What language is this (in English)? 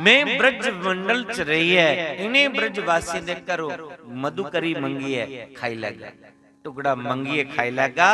Dogri